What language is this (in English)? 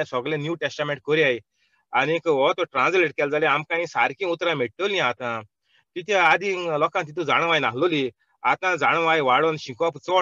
Konkani